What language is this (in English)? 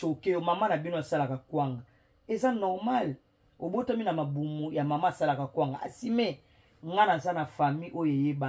Lingala